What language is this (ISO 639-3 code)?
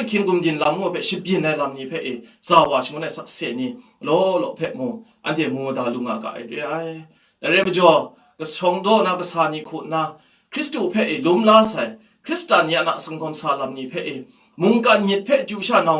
kac